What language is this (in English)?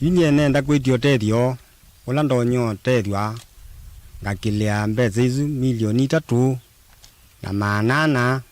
Kamba